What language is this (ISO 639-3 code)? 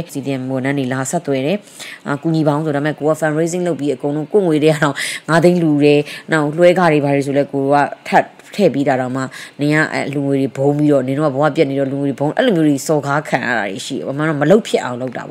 mya